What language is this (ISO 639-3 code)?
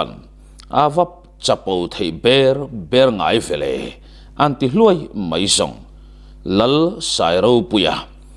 lus